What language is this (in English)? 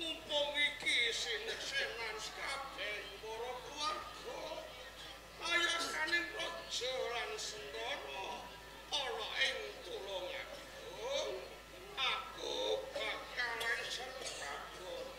Javanese